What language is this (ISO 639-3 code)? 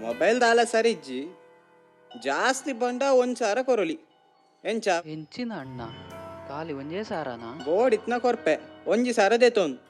tcy